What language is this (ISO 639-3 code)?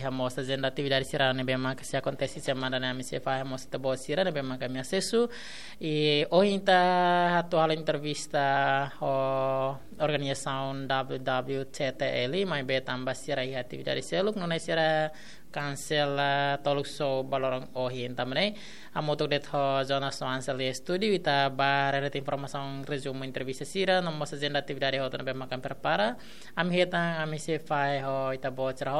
tet